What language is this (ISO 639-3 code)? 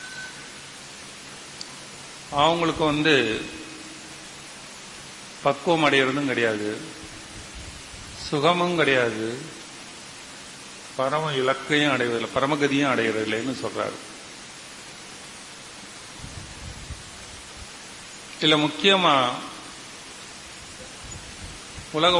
tam